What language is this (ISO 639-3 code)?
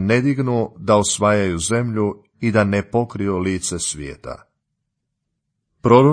hrv